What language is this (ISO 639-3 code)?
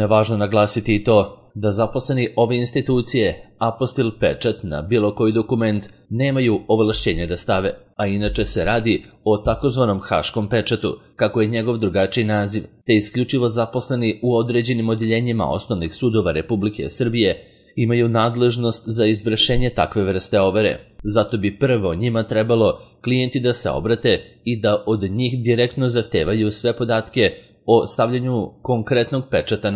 srp